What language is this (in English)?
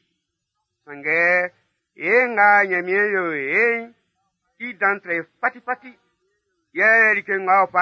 Baoulé